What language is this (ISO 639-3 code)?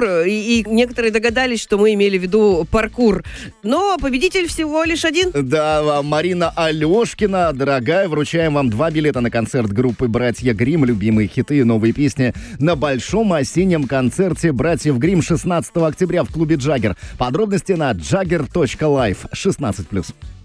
rus